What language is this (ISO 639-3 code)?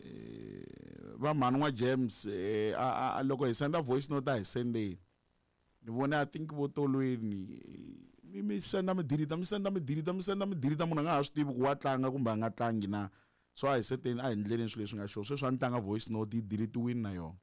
tso